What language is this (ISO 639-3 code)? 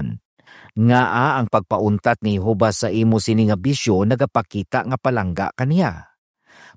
hil